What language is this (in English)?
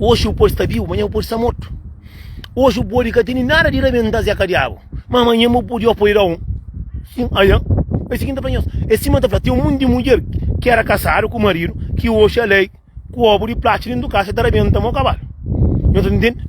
Kabuverdianu